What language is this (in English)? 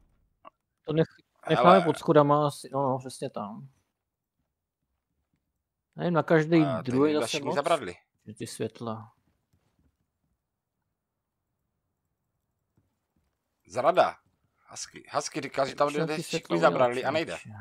Czech